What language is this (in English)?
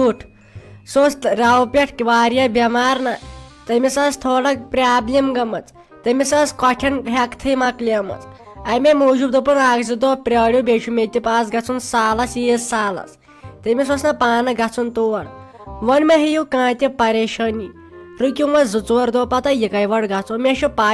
Kashmiri